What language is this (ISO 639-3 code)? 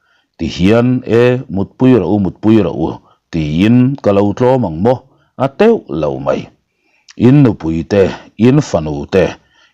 lus